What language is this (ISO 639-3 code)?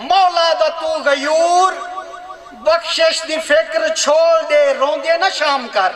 skr